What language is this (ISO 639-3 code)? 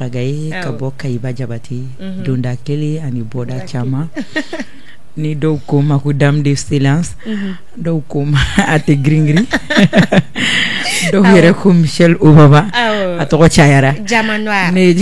bam